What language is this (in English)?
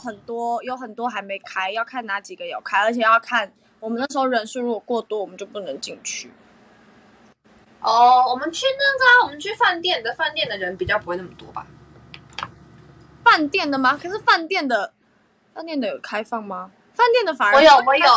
Chinese